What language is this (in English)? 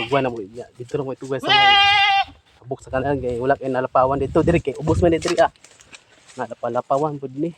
Cebuano